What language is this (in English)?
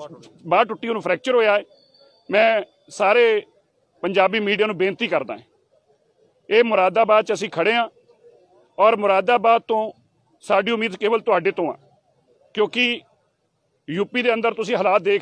Punjabi